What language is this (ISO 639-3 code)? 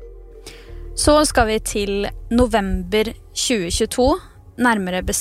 nor